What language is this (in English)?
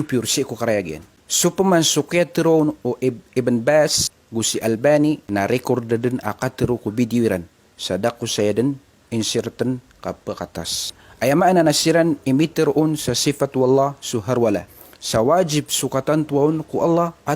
Maranao